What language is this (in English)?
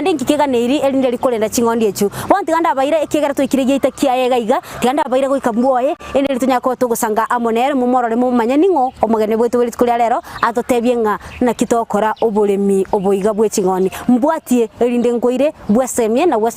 Gusii